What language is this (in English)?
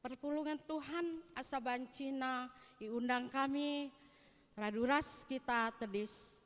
Batak Karo